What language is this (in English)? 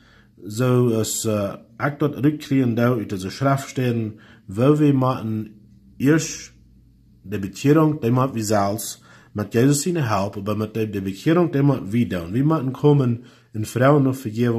Plautdietsch